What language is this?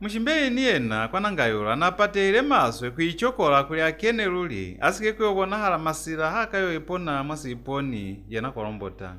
Lozi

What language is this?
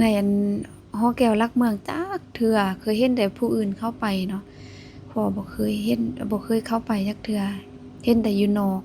Lao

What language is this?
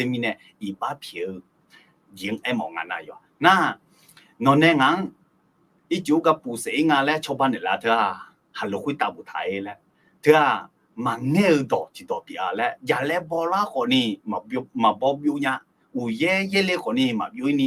Akha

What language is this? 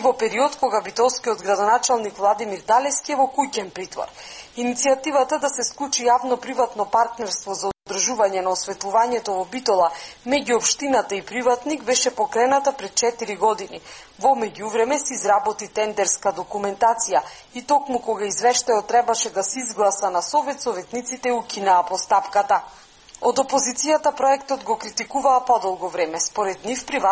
Macedonian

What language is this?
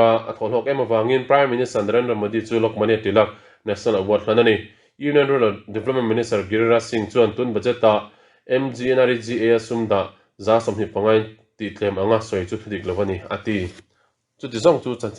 Mizo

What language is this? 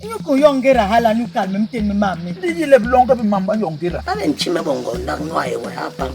Basaa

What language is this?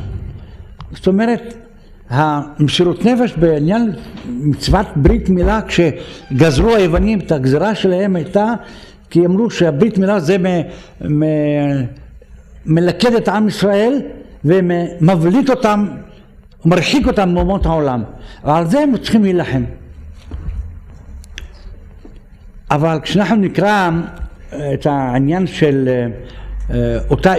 Hebrew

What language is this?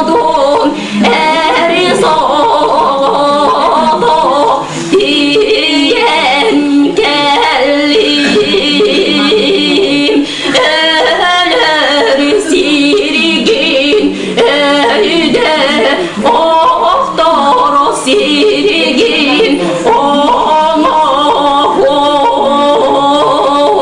Yakut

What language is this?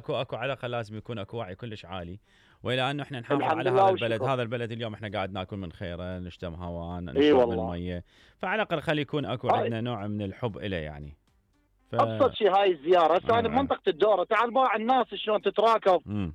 Mesopotamian Arabic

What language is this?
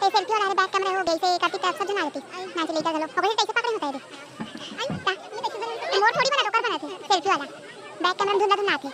Chhattisgarhi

